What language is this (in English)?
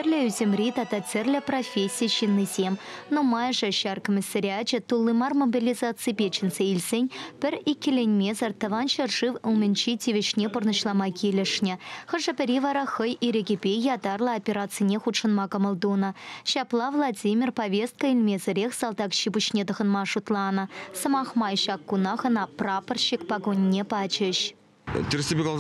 Chuvash